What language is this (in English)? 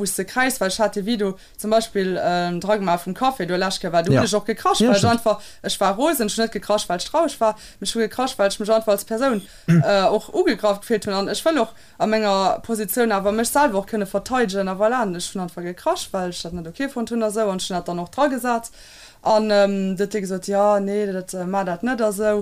Luxembourgish